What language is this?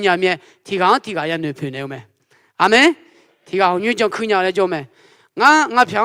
Akha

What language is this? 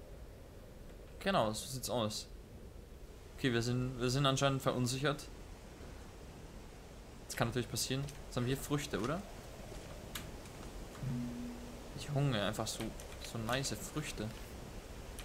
German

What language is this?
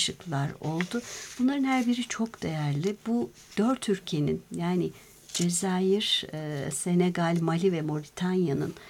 Turkish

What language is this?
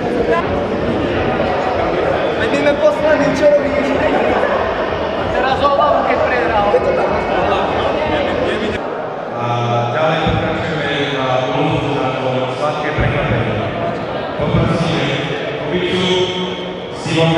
Slovak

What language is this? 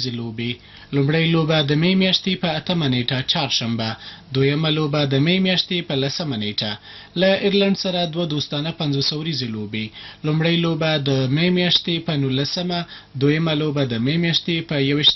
Pashto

